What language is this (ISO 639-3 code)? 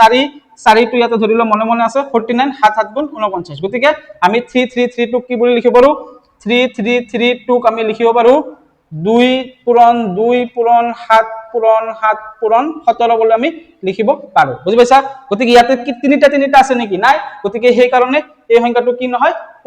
asm